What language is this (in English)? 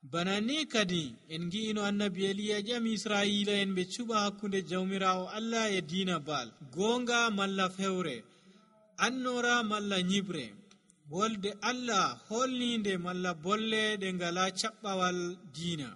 Nigerian Fulfulde